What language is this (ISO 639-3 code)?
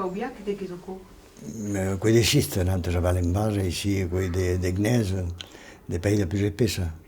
oci